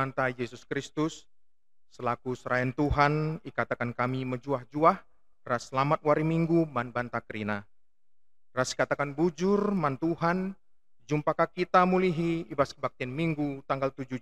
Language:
Batak Karo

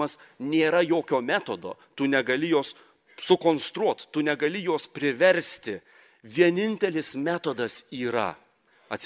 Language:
Lithuanian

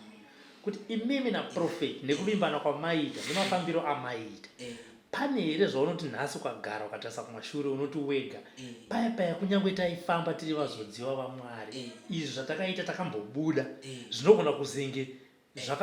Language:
Shona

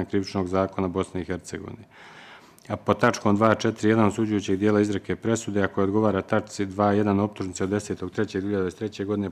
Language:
Bosnian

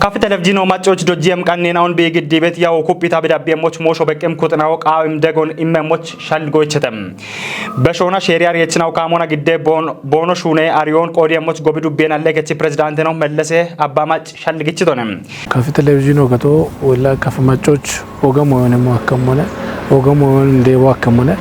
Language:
Kafa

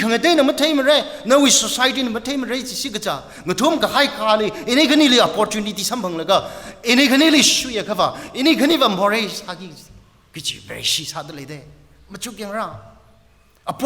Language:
Tangkhul Naga (India)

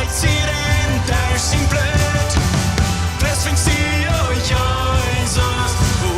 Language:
Plautdietsch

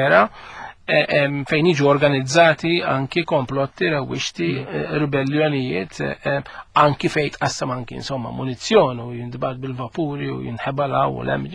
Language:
Maltese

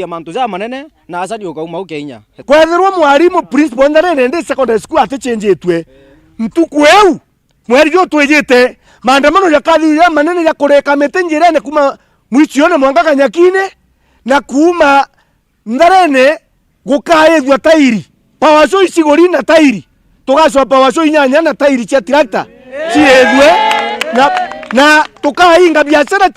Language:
Meru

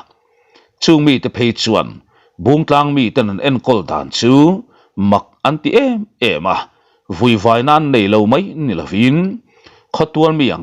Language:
Mizo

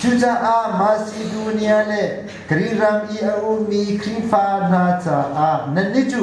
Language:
Hakha Chin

